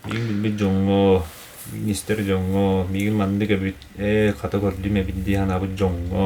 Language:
Yakut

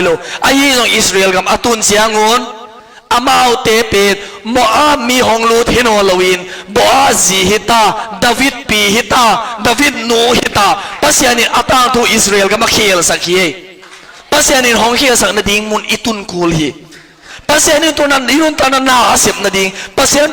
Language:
Tedim Chin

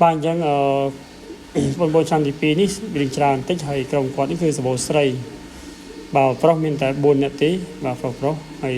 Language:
Khmer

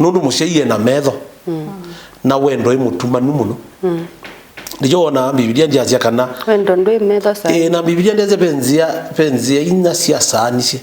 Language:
Kamba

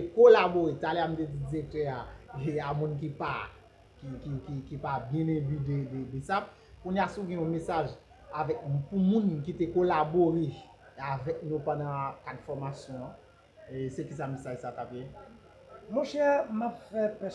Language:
Haitian Creole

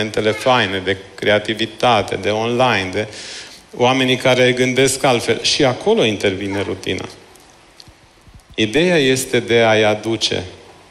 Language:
Romanian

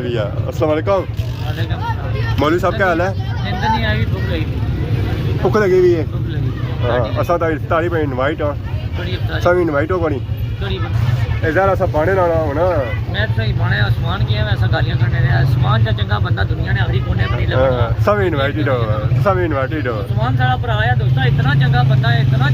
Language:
Pahari-Potwari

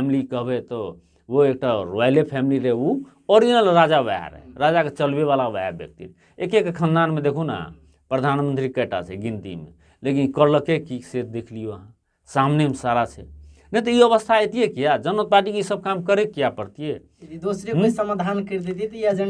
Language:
Maithili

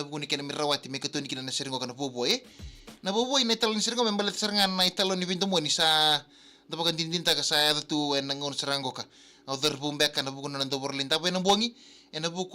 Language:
Fijian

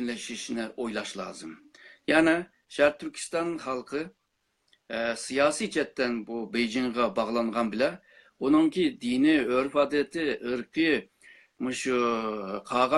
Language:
Uyghur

